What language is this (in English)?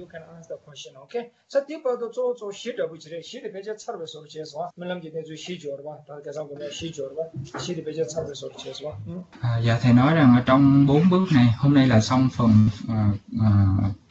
Vietnamese